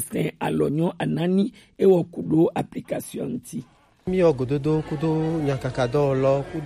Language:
Gen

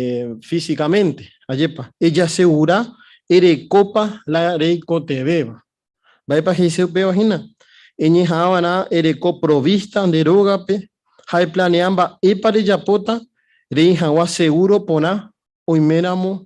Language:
Guarani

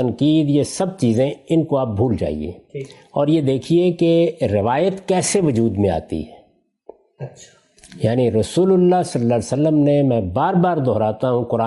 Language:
Urdu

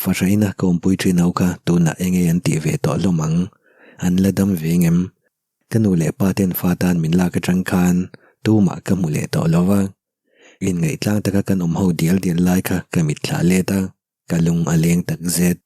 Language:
Mizo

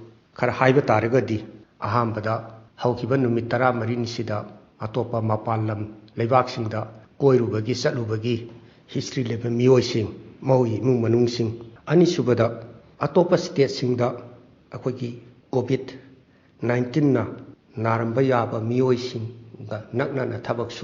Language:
Manipuri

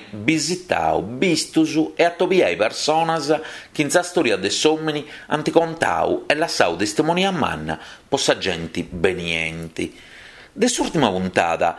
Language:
Sardinian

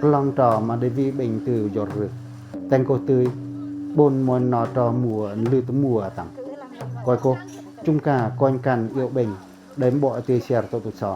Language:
Pacoh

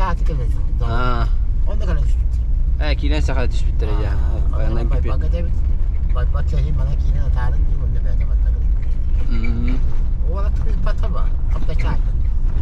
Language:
Yakut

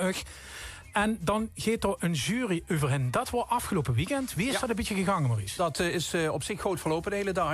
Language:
Limburgish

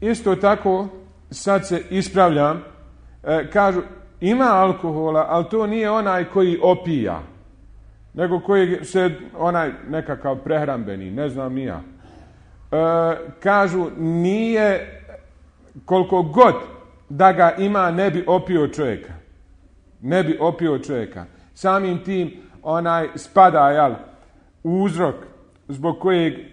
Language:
Bosnian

